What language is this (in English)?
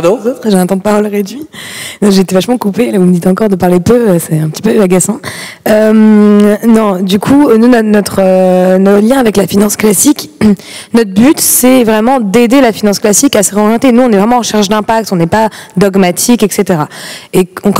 French